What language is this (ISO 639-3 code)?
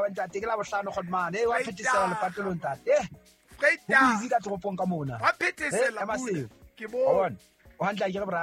sot